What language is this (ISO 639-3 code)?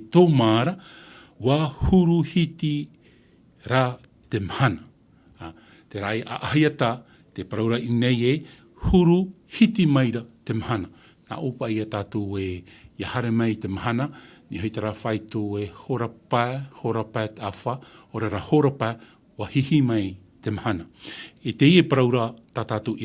tah